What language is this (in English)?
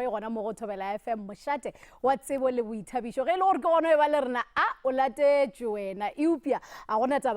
Northern Sotho